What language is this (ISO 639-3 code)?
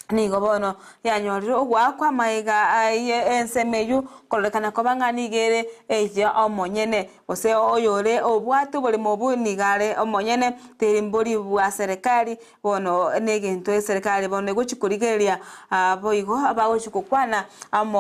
guz